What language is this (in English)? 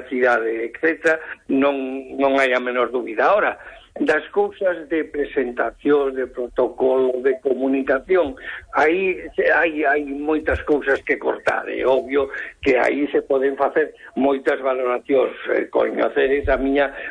Galician